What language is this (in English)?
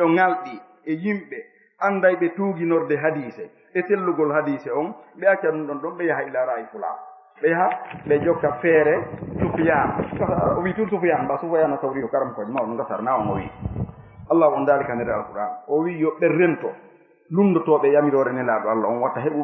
Fula